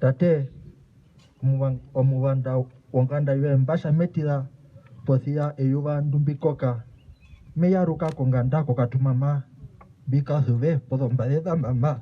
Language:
Herero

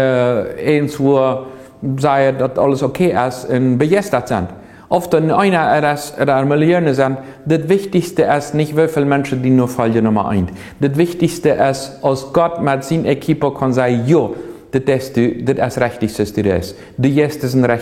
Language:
Plautdietsch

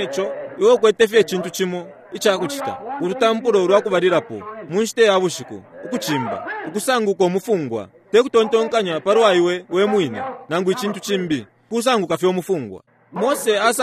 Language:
Bemba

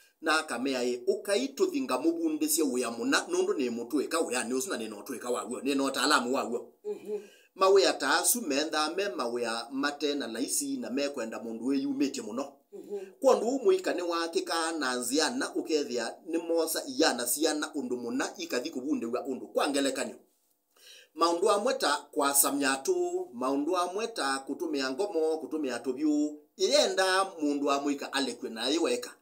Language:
Kamba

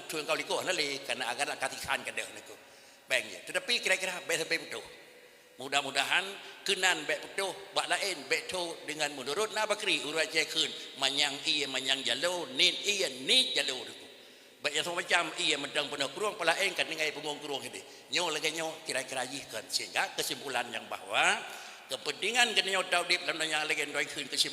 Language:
Achinese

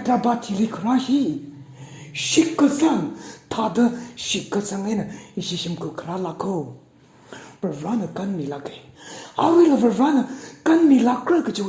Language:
Tangkhul Naga (India)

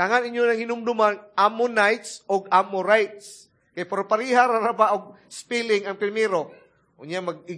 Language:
Cebuano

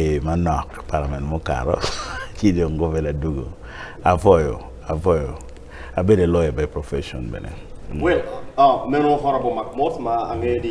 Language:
Acoli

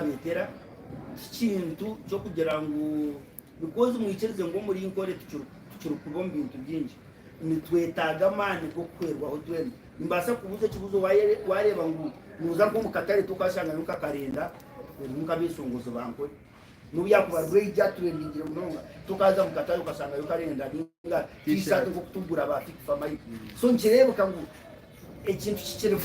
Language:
Nyankole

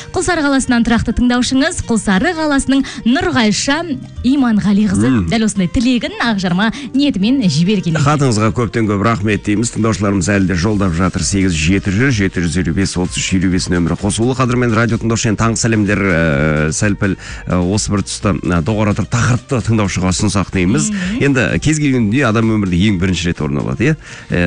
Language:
Kazakh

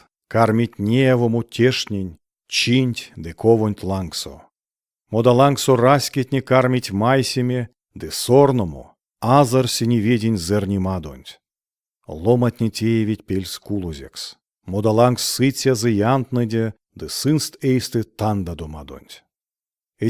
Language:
Erzya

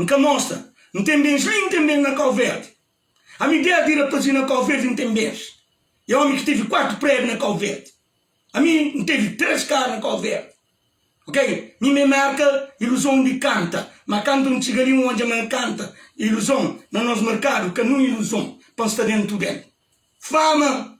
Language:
Kabuverdianu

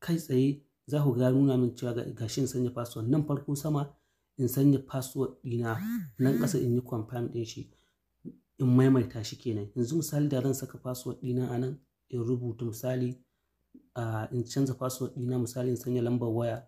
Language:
Hausa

